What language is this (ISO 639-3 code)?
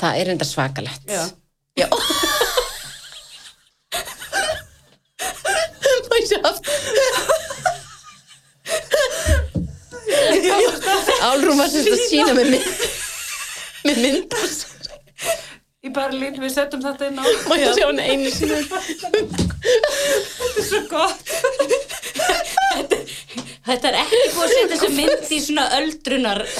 isl